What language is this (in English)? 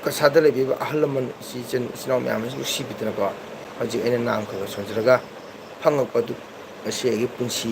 Manipuri